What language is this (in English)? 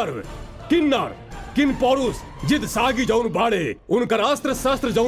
Bhojpuri